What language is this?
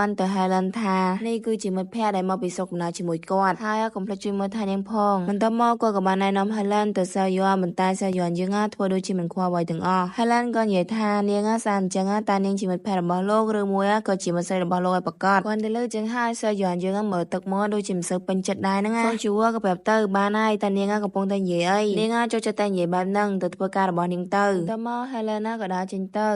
Khmer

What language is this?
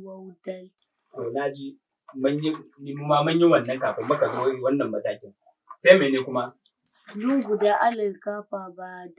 Hausa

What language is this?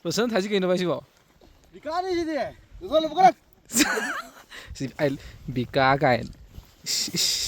Manipuri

